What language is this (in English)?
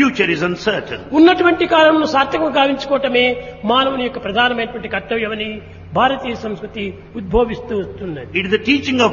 Telugu